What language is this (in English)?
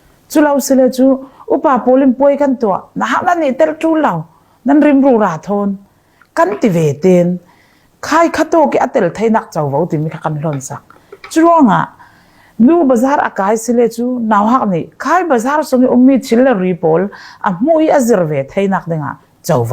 Falam Chin